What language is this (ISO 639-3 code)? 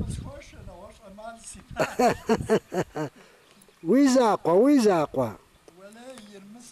kbd